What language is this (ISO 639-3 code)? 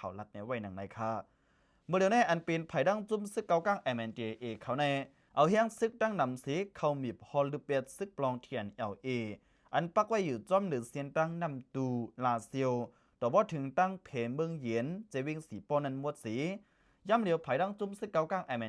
shn